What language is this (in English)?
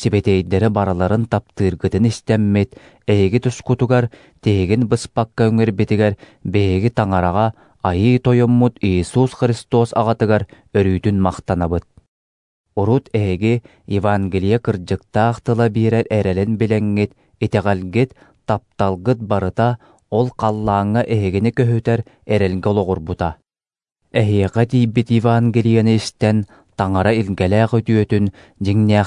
Yakut